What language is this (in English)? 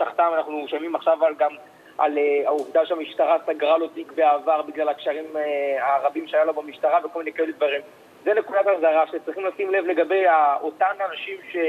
Hebrew